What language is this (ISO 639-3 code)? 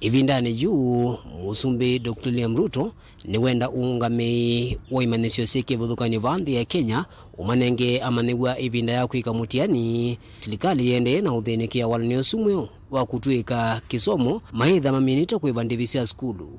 kam